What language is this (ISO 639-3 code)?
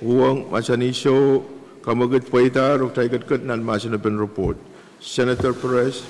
pon